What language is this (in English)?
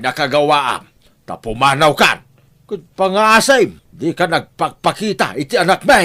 Iloko